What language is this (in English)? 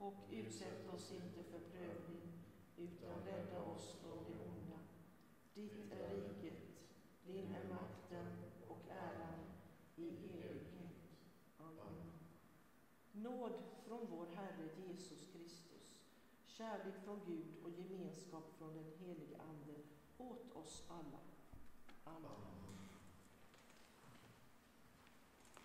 Swedish